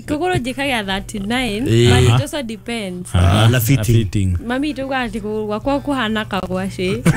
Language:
Kikuyu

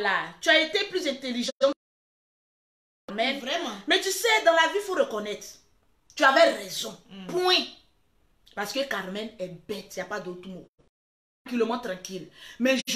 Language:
French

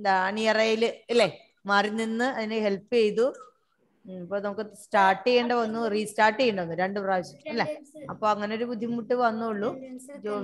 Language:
Malayalam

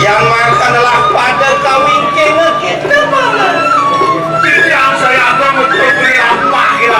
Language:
Balinese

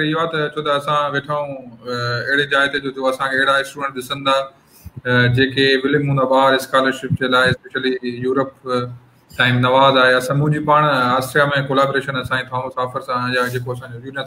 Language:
Sindhi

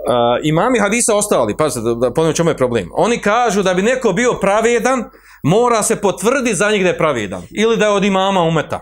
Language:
Bosnian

